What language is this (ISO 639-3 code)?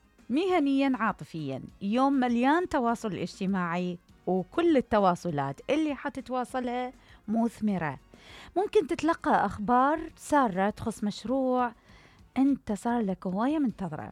acm